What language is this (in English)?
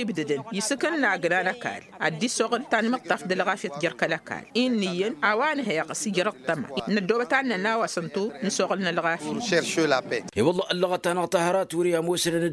Tamasheq